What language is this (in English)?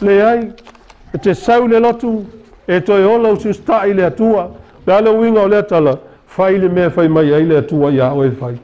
Samoan